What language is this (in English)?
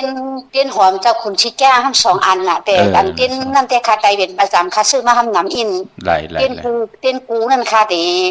Shan